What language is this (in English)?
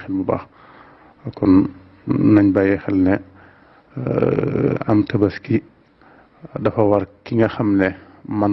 Wolof